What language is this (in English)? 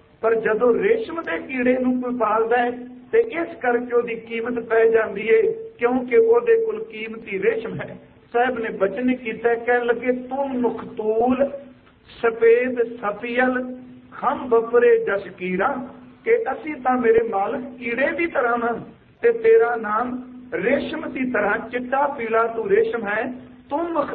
Punjabi